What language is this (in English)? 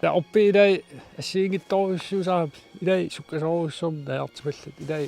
Kalaallisut